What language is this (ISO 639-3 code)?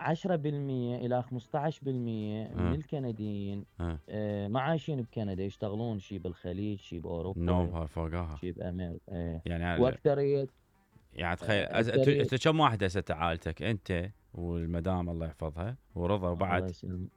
acm